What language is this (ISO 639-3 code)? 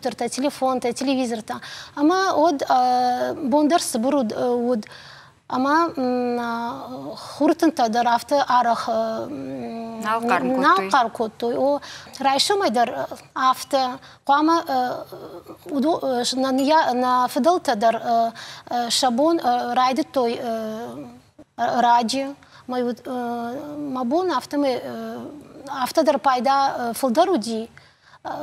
oss